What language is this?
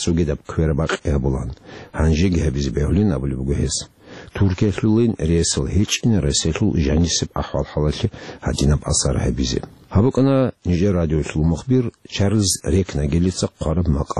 Avaric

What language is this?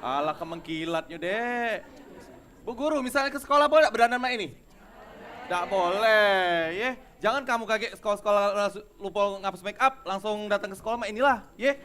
Musi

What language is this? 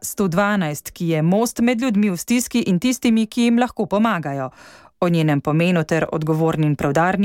Slovenian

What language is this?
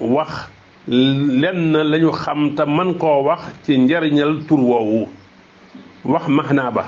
Wolof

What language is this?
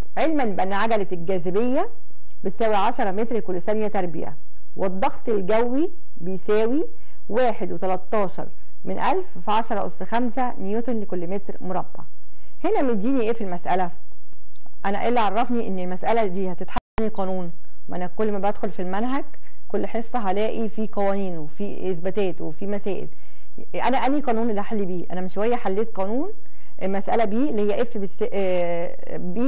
Egyptian Arabic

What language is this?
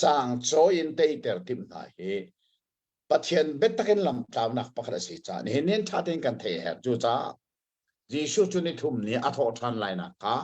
Hakha Chin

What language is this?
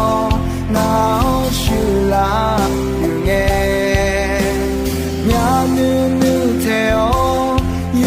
Akha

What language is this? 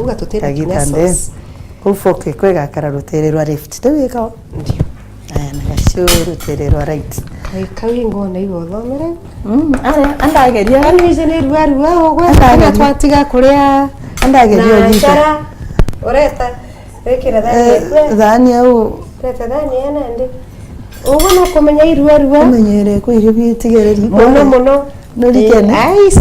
Meru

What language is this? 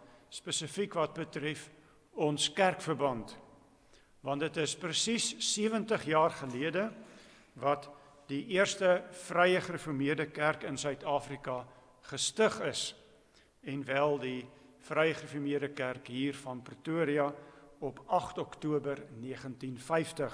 Afrikaans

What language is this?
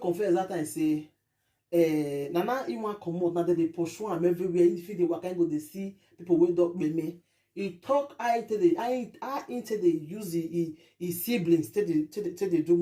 Nigerian Pidgin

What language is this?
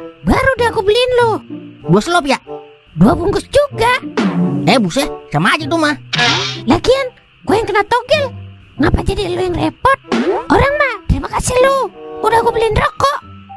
Betawi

